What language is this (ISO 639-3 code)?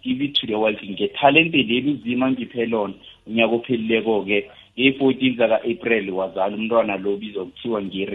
nbl